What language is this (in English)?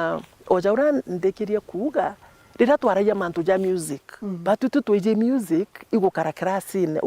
Meru